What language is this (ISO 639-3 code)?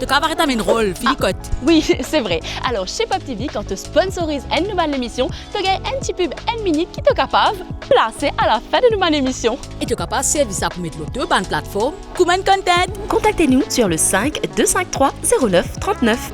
mfe